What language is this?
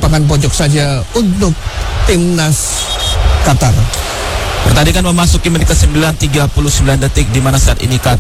Indonesian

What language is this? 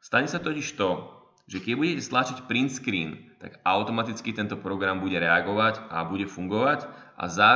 Slovak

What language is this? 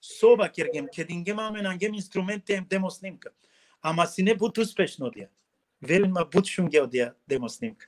Balkan Romani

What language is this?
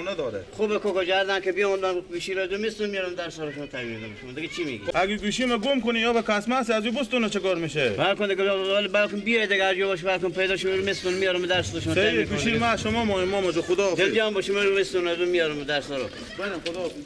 Persian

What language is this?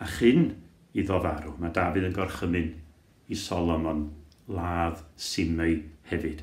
Welsh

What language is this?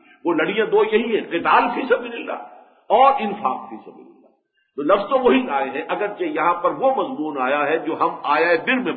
Urdu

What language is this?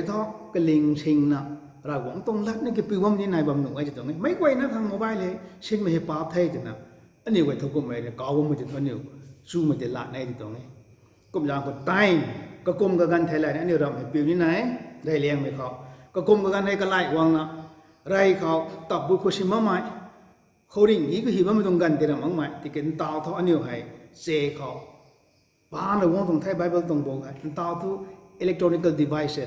Rongmei Naga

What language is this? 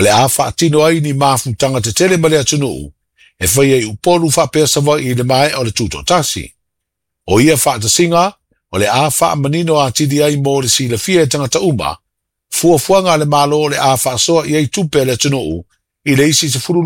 Samoan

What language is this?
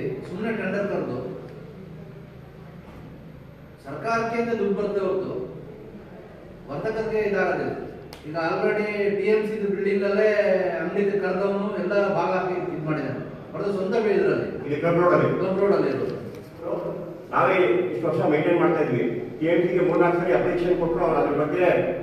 Kannada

